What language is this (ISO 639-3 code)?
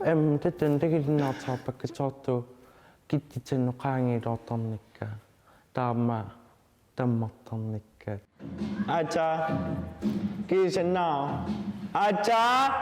kal